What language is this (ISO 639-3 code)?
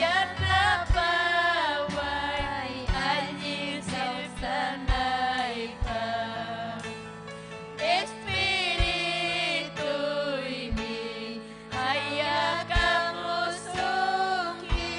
quy